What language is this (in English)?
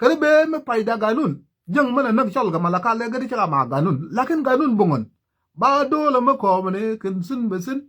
Nuer